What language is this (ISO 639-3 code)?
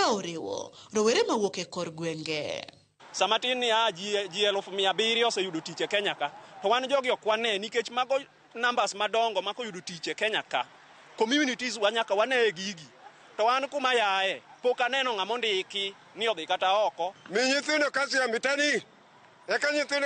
luo